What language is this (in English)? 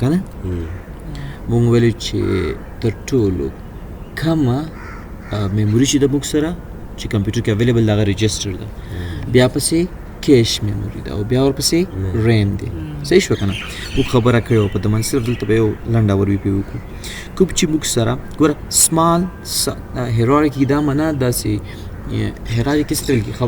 Pashto